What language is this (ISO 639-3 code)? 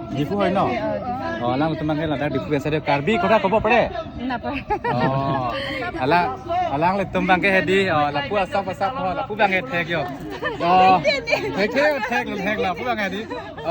mjw